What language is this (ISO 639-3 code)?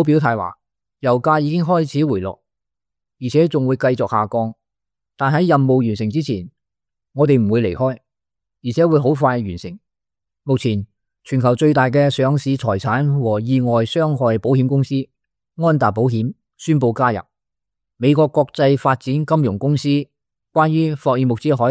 yue